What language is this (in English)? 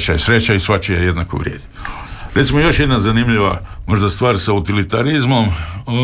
Croatian